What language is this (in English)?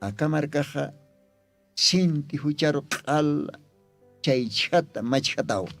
Aymara